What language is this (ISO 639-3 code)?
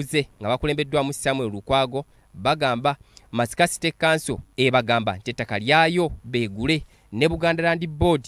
lug